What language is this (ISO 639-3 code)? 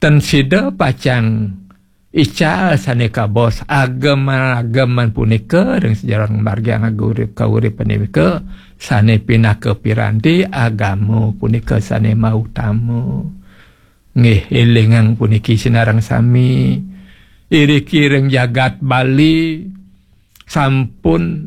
ban